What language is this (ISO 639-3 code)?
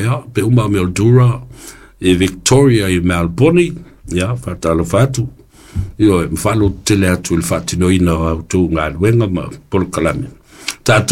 smo